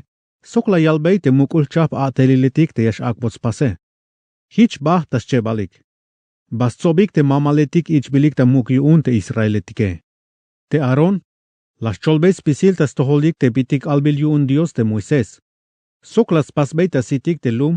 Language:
Tzeltal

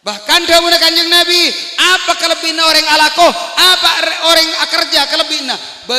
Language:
Madurese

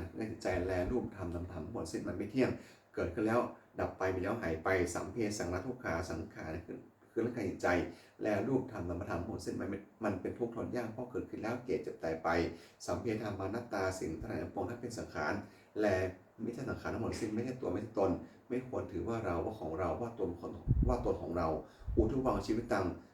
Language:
Pali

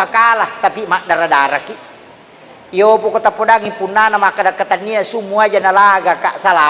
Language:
Buginese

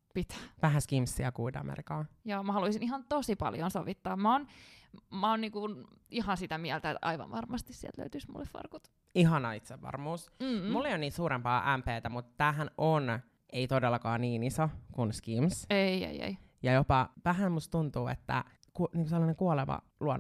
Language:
Finnish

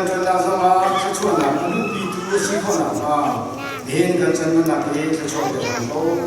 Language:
Falam Chin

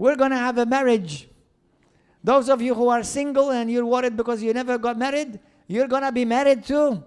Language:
English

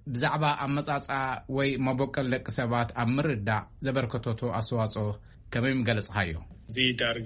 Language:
Tigrinya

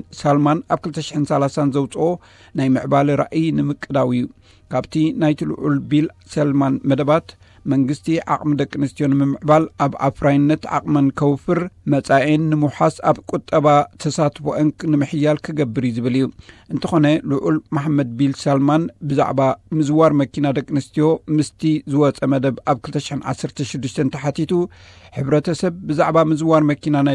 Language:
Tigrinya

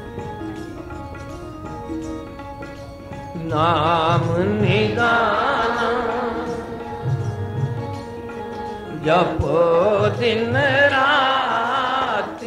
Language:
Punjabi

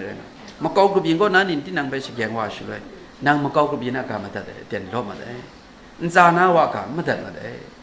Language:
Kachin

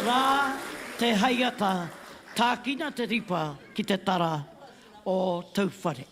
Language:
Māori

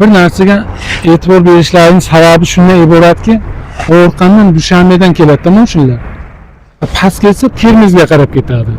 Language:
Uzbek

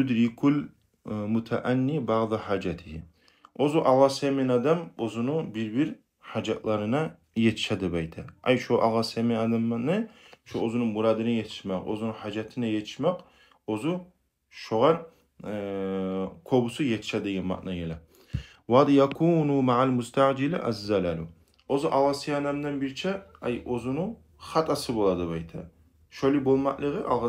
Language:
Kumyk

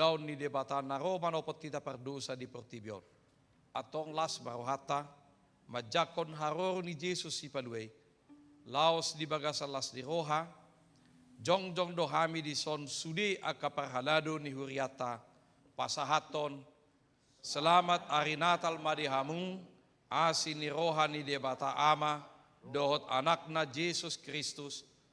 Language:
Batak Toba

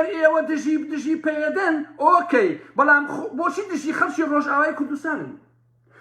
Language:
Central Kurdish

